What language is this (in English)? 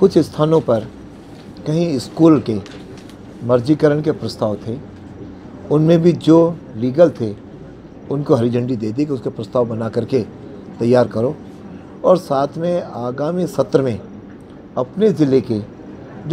Hindi